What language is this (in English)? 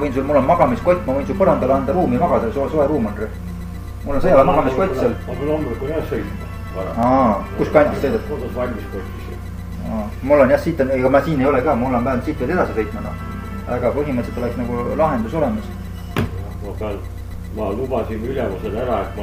Estonian